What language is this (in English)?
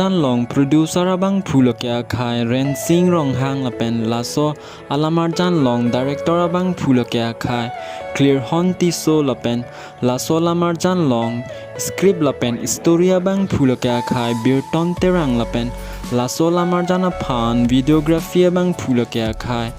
Karbi